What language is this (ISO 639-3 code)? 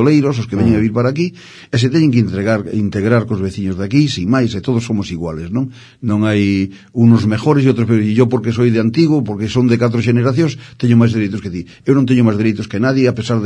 glg